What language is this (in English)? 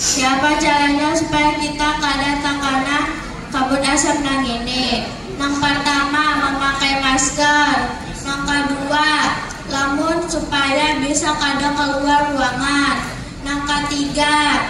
Banjar